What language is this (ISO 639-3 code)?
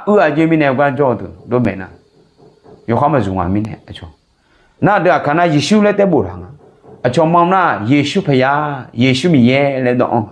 ahk